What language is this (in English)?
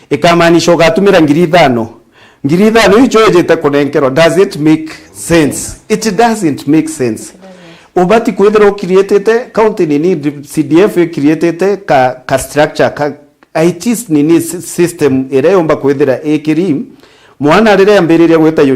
Meru